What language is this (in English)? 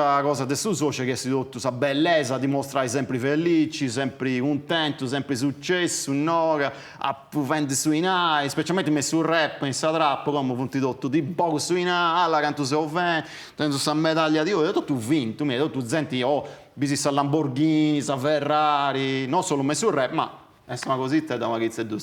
Sardinian